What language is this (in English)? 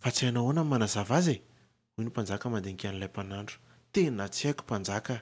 Malagasy